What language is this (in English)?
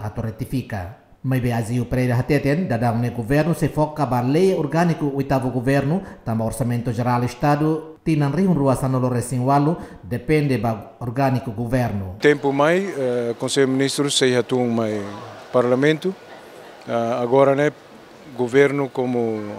Tetum